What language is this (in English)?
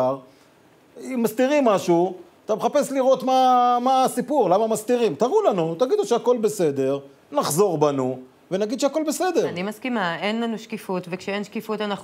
Hebrew